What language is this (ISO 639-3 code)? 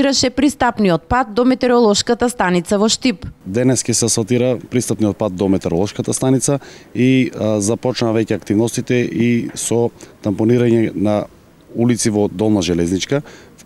mkd